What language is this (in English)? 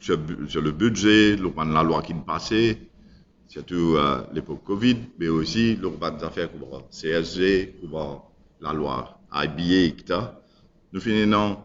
Morisyen